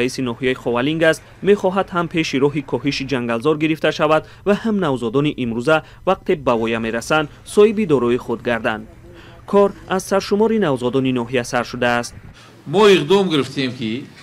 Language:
Tajik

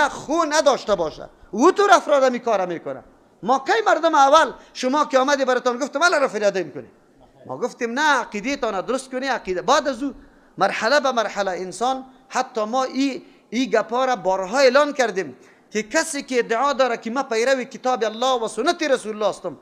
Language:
Persian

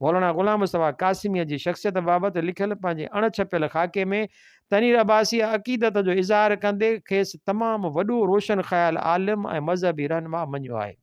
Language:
Sindhi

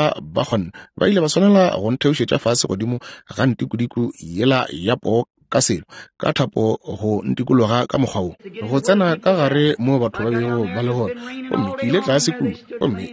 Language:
Northern Sotho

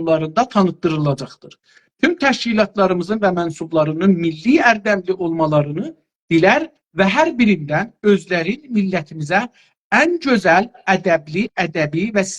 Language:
South Azerbaijani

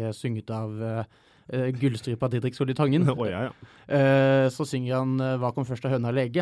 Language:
Norwegian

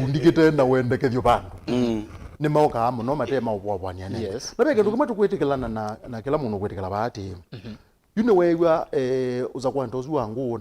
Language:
Kamba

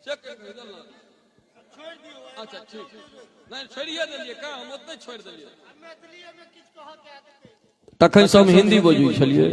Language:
Maithili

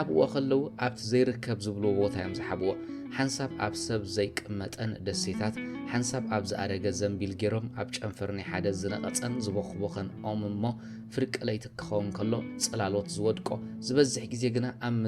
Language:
Tigrinya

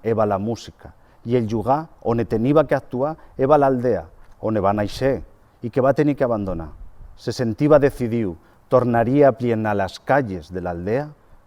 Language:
Aragonese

